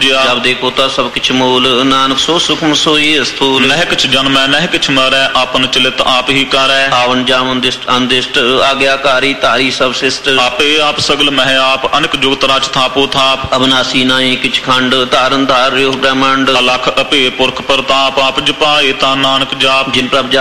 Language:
Punjabi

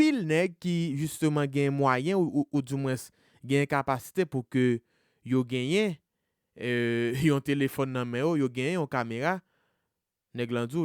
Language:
Haitian Creole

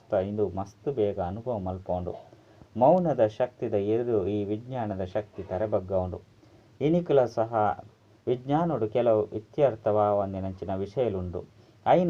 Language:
Tulu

